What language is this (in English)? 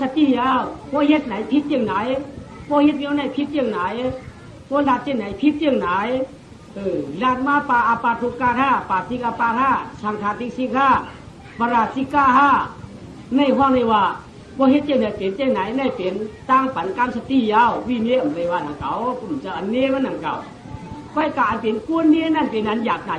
Shan